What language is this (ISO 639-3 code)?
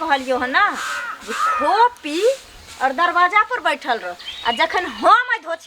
mai